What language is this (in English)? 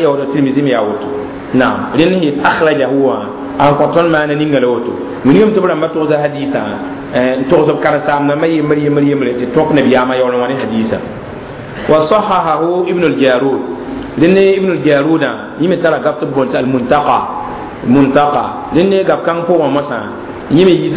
Mossi